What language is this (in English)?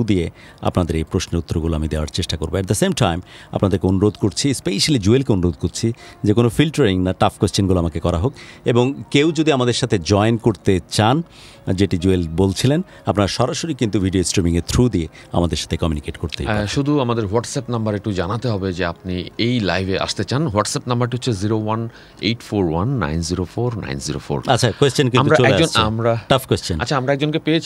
Bangla